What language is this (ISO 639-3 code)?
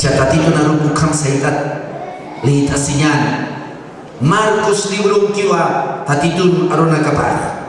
aym